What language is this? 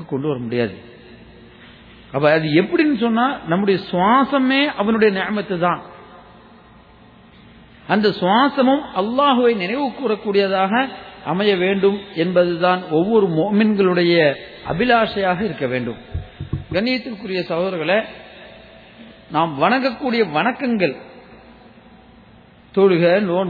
Tamil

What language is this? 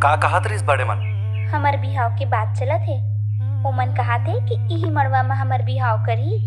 Chhattisgarhi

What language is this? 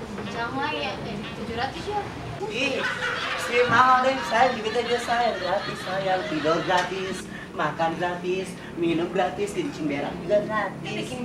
Ambonese Malay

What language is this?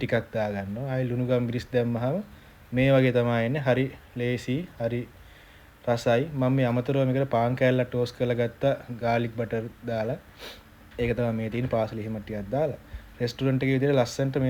Sinhala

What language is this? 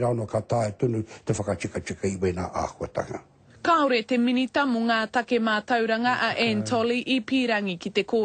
Māori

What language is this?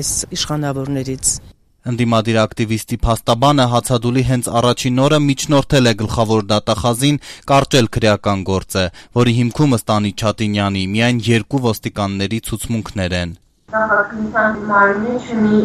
Armenian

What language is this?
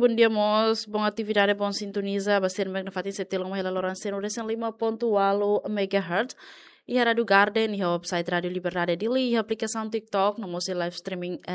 Tetum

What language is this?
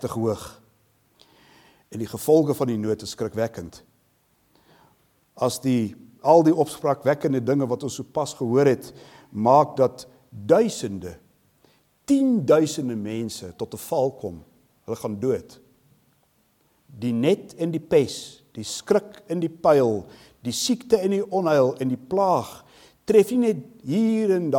Afrikaans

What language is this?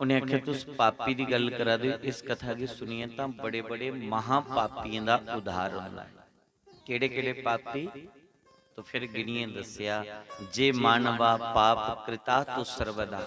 Dogri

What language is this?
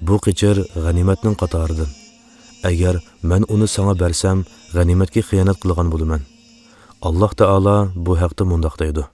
Uyghur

